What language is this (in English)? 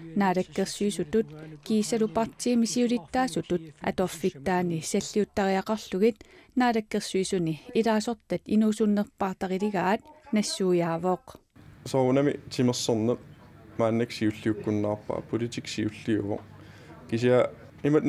Kalaallisut